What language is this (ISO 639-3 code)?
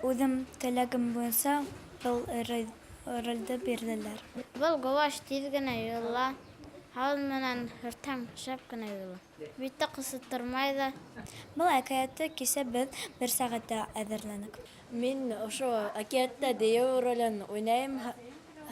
bak